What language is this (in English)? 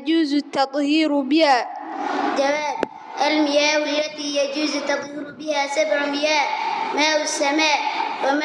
Somali